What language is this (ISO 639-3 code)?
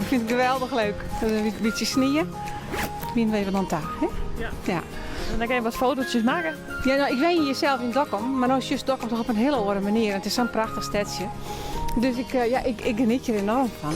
fry